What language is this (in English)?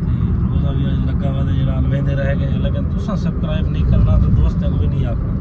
Saraiki